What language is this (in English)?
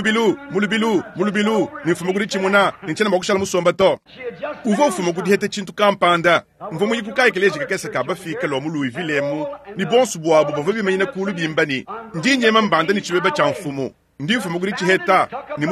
Luba-Lulua